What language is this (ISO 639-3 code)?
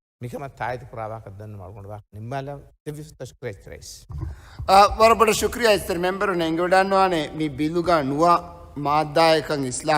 div